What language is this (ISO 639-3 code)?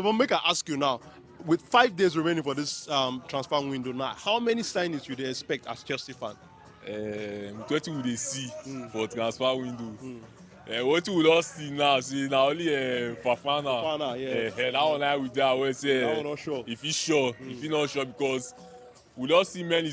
pcm